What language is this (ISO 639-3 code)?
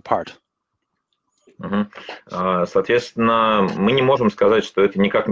rus